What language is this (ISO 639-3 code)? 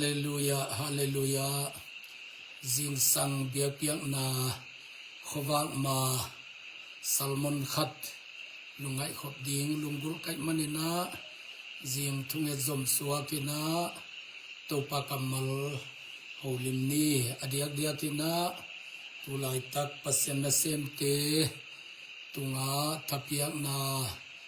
ctd